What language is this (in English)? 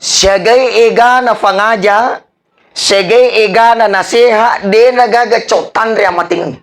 Buginese